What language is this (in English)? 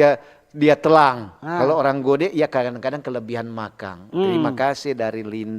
Manado Malay